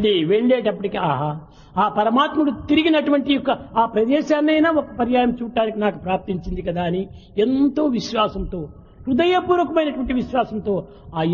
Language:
Telugu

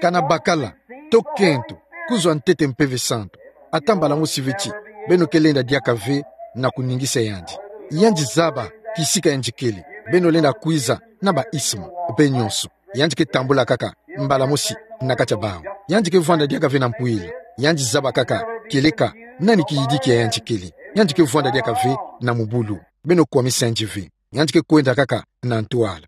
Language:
Kituba (Democratic Republic of Congo)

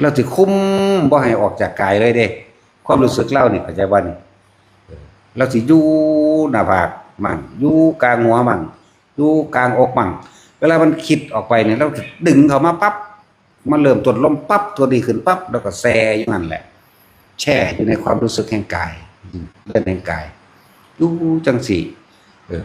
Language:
Northeastern Thai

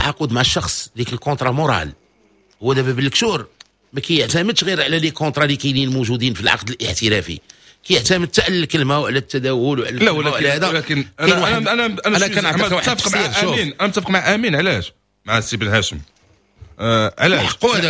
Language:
Moroccan Arabic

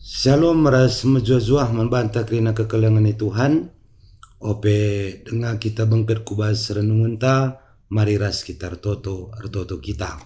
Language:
Batak Karo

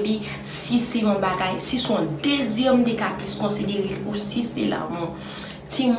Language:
Haitian Creole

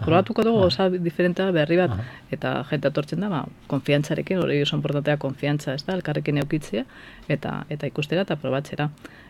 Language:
Basque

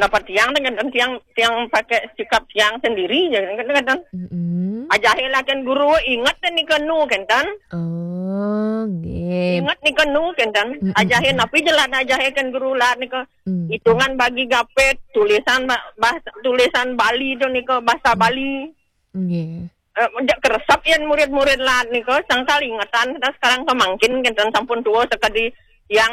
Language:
Balinese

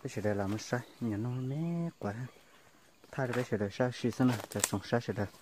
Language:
Hmong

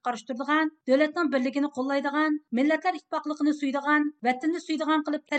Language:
Uyghur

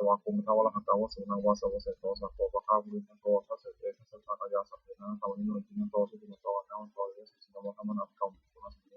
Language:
Pali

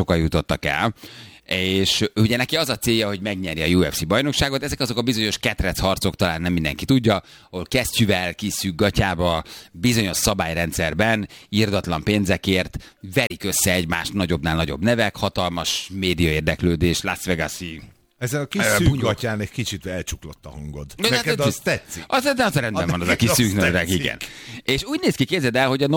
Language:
Hungarian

